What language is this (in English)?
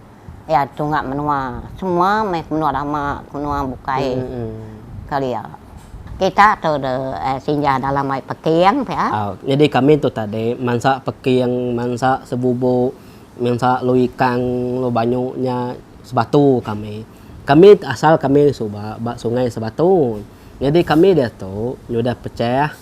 Iban